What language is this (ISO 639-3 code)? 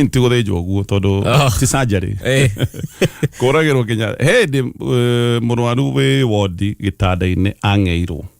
kik